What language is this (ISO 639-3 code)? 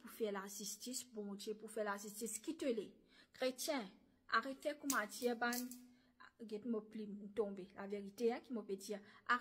mfe